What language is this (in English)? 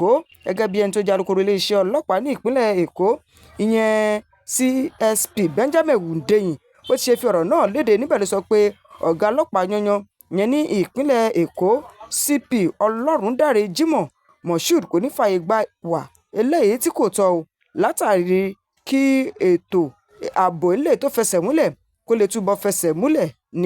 Yoruba